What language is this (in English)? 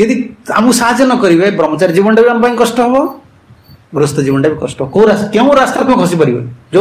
Odia